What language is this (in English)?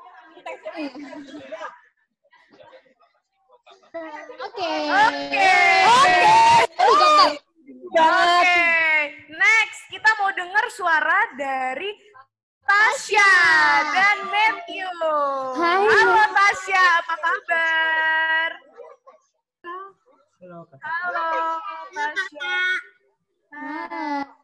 Indonesian